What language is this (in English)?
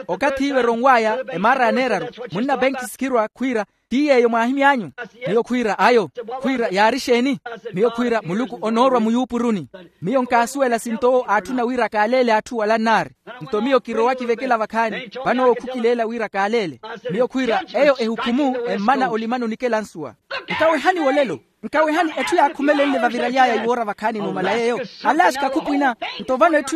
Makhuwa